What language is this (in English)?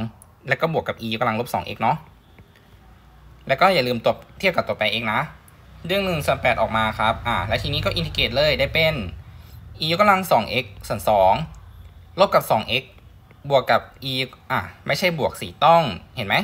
Thai